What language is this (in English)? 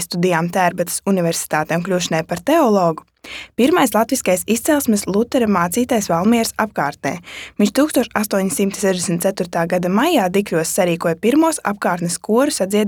Latvian